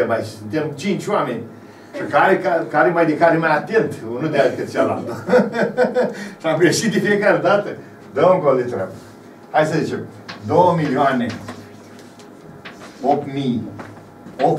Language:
Romanian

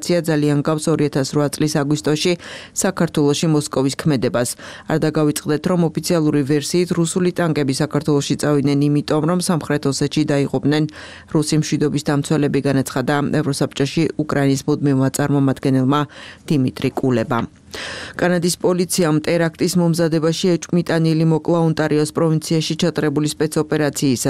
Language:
Georgian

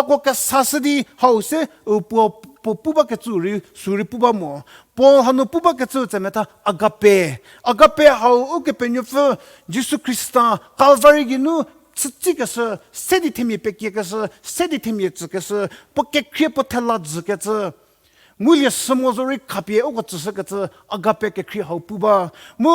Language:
Angami Naga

